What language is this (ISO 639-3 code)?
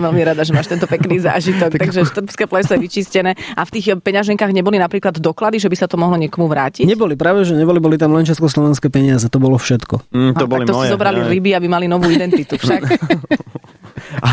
slk